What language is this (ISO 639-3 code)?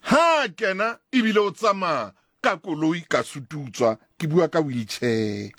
sot